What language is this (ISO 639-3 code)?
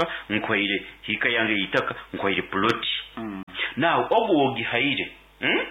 nyo